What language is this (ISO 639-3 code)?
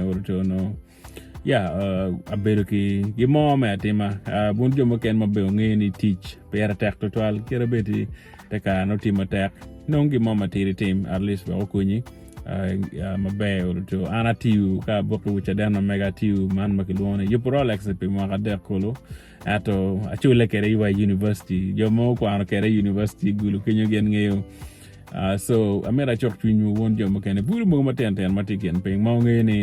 ach